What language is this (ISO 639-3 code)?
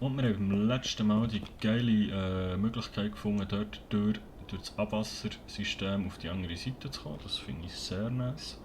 gsw